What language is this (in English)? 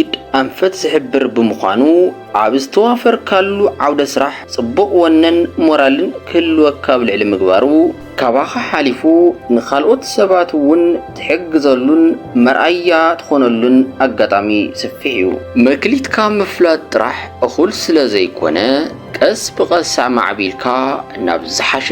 Tigrinya